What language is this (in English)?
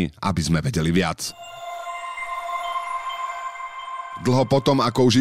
Slovak